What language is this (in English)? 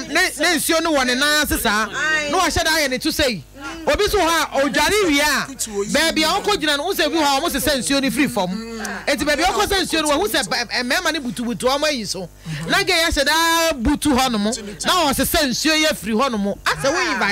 Akan